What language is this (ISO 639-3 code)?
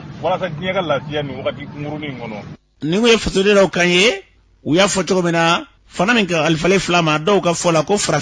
bam